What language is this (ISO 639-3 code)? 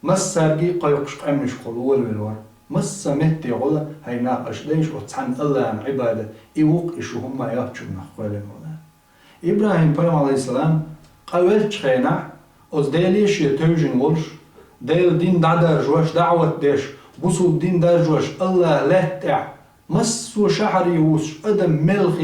che